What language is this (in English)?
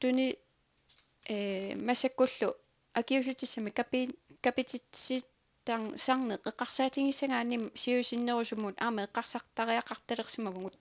Kalaallisut